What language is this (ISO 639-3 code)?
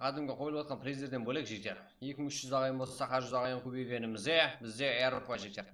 kaa